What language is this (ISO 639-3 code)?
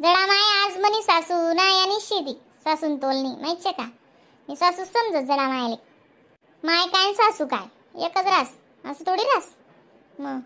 khn